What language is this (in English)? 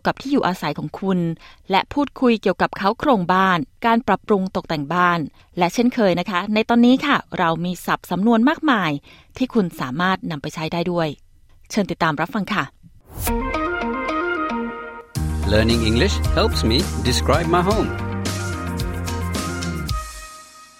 Thai